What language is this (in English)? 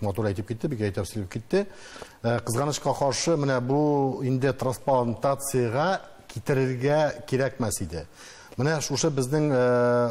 Tatar